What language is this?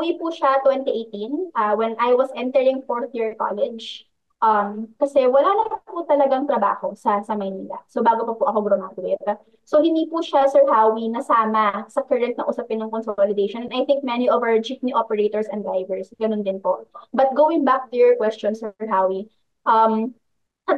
Filipino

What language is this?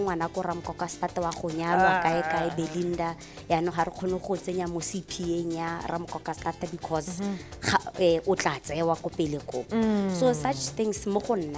Tswana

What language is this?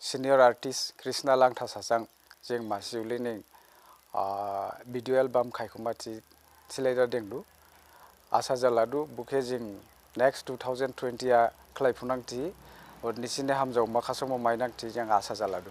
Dimasa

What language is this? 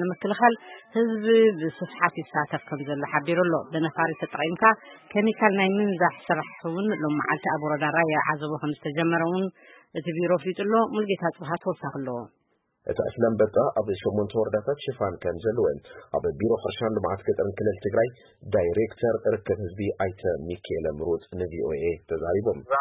Tigrinya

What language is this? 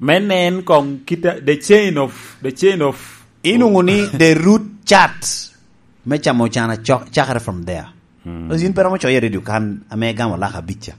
Lango (Uganda)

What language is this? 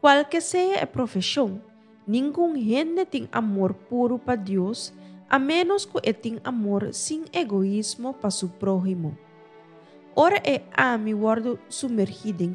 Papiamento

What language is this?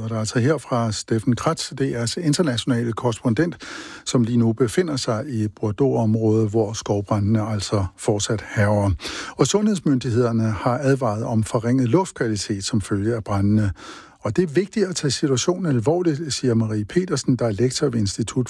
Danish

